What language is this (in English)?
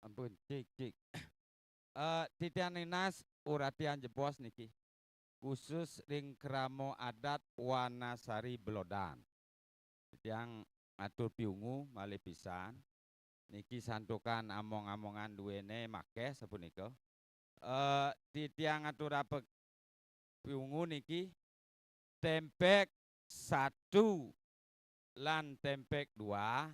Balinese